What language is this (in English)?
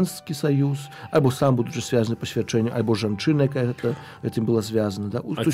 Belarusian